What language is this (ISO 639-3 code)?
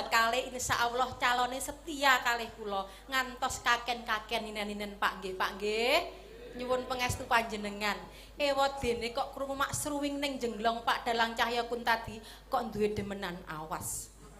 jav